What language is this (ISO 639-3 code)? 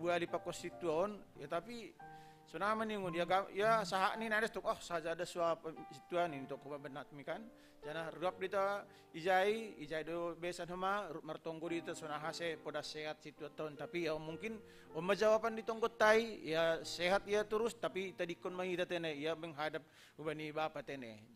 bts